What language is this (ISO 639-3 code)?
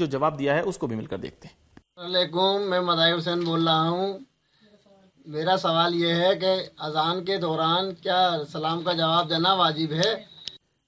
urd